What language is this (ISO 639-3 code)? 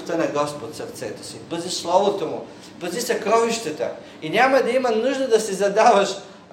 bul